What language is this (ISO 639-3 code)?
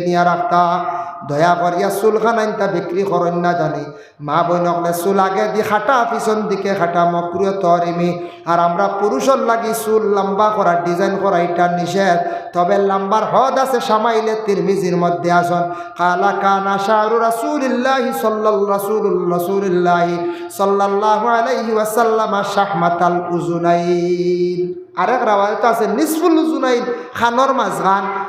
syl